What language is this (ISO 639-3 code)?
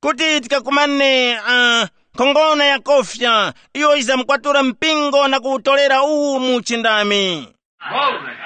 tum